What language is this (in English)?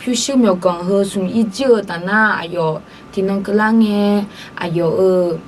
Akha